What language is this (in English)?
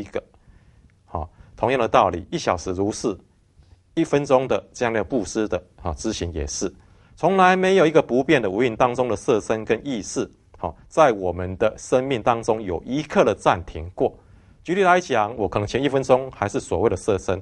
Chinese